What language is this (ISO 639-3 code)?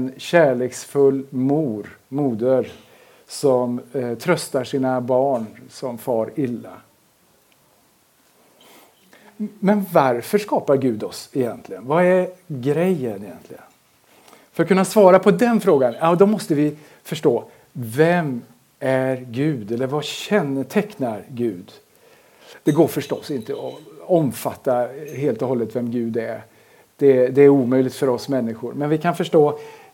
swe